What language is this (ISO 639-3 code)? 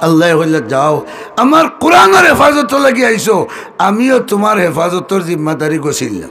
syl